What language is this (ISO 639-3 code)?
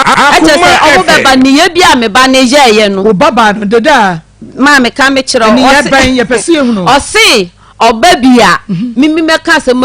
aka